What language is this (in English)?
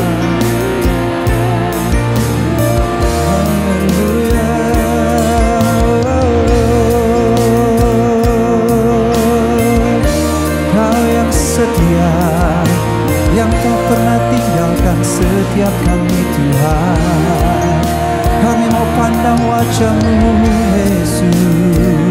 Indonesian